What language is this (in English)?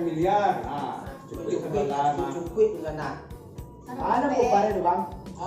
Minangkabau